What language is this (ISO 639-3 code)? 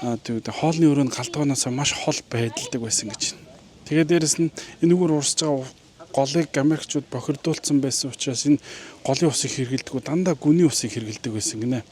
mon